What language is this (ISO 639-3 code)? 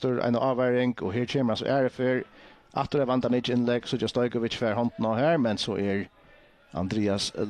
fao